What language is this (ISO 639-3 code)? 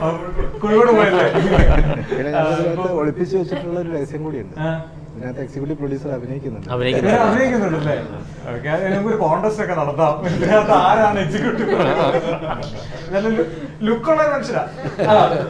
mal